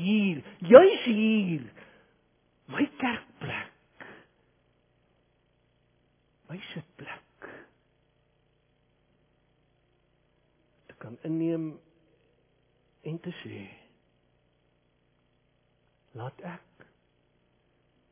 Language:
Afrikaans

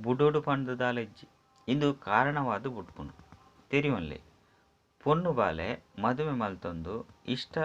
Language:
Tulu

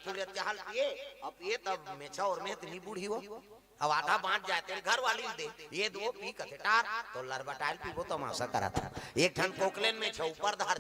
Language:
Chhattisgarhi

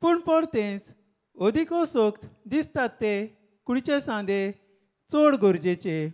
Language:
Konkani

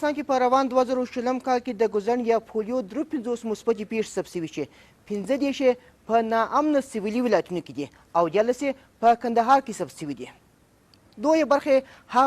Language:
Pashto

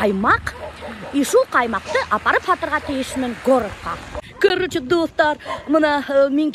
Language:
Bashkir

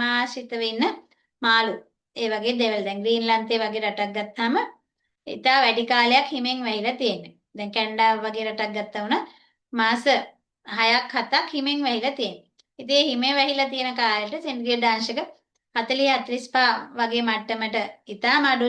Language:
Sinhala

